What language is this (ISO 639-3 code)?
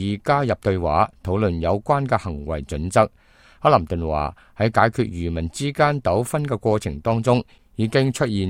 yue